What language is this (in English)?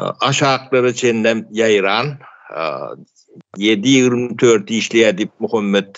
Turkmen